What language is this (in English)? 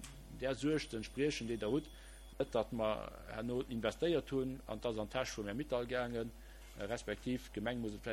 Luxembourgish